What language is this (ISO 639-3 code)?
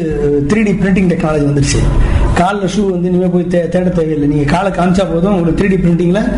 tam